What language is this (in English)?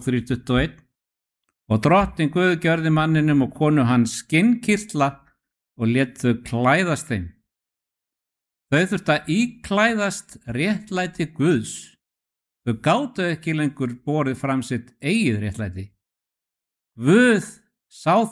Icelandic